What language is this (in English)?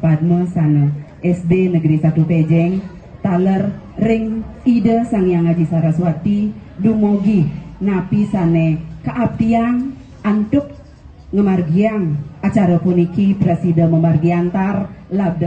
Balinese